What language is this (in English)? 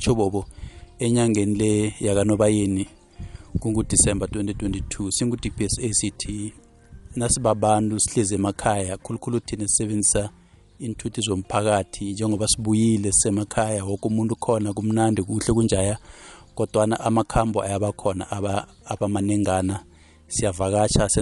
South Ndebele